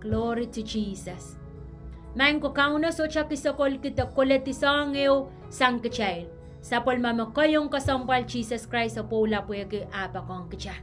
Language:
Pohnpeian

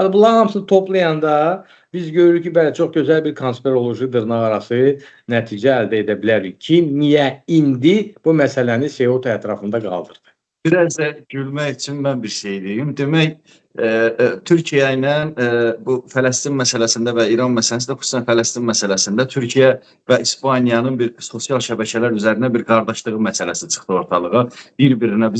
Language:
Azerbaijani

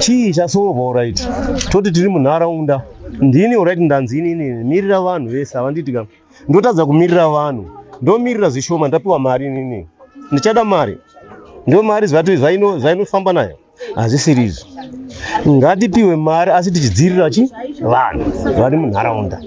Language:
Shona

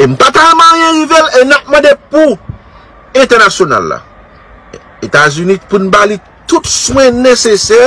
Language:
Haitian Creole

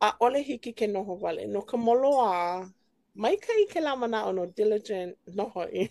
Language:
Hawaiian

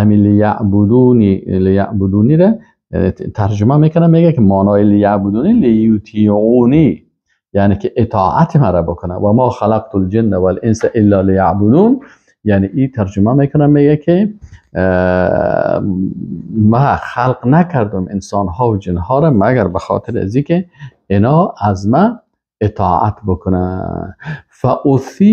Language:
Persian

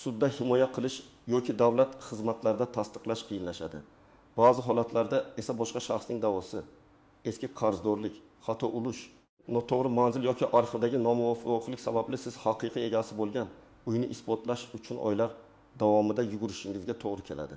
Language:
Uzbek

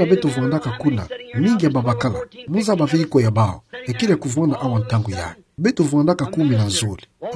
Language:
Kituba (Democratic Republic of Congo)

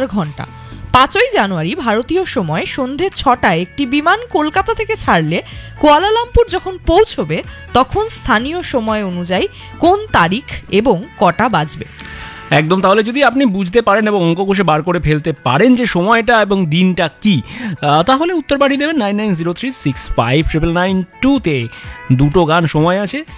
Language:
Bangla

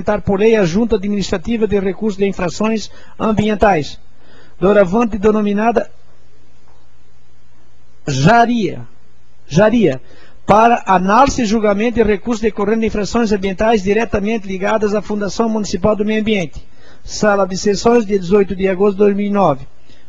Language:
Portuguese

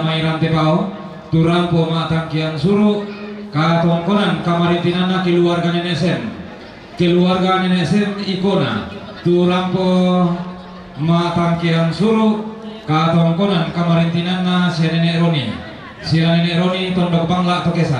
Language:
Toraja-Sa'dan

